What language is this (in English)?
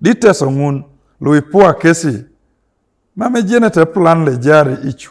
Teso